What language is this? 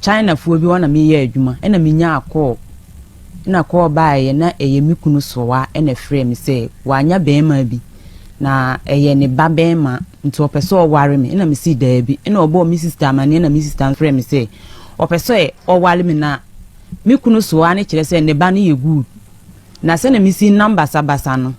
Akan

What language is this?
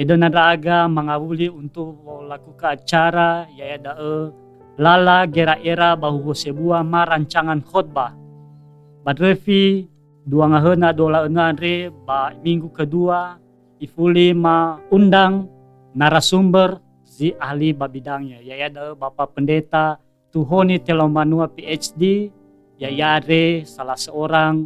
Nias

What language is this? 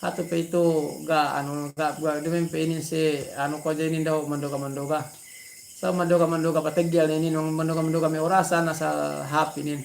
Yakan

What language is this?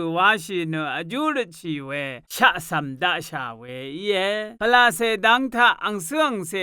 Rawang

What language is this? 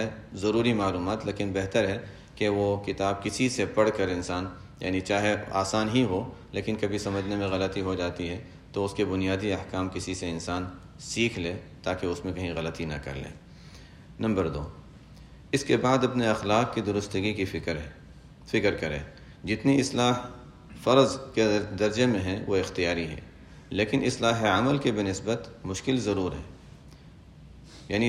Urdu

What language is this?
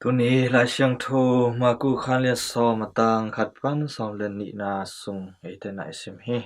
Tedim Chin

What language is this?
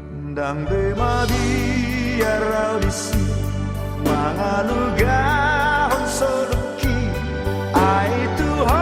Batak Toba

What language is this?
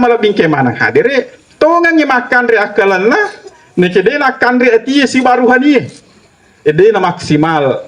Buginese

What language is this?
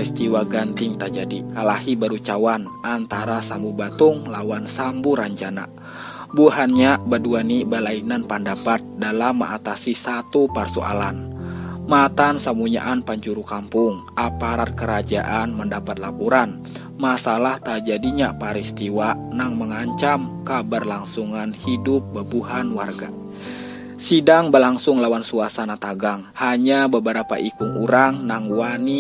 Banjar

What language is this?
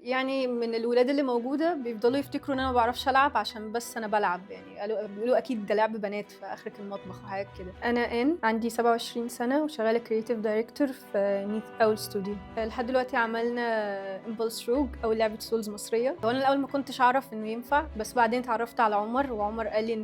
Egyptian Arabic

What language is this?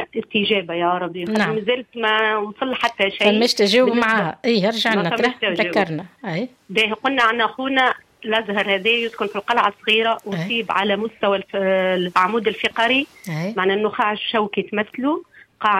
Tunisian Arabic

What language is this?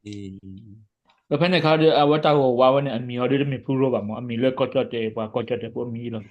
S'gaw Karen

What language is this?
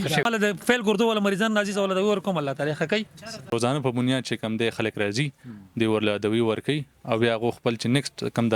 Pashto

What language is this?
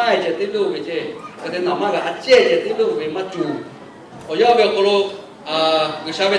Lahu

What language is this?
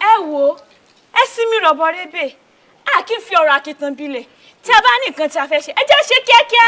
Yoruba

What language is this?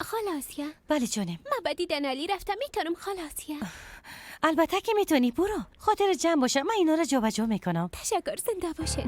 Persian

